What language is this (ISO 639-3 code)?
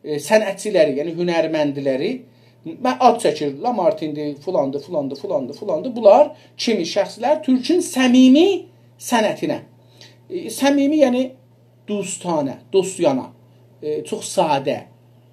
azb